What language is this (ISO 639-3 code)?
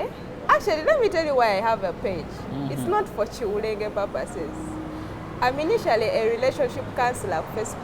lug